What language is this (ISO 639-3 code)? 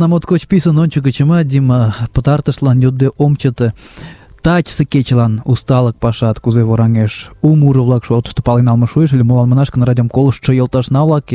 chm